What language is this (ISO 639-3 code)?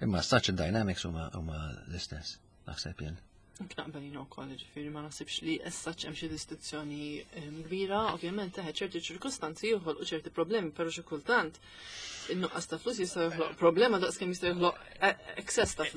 mlt